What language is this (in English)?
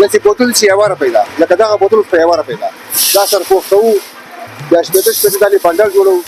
Pashto